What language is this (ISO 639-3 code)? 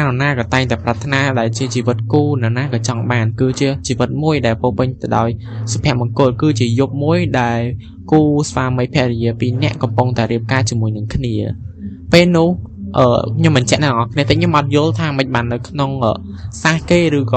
khm